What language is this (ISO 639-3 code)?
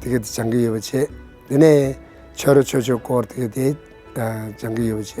bod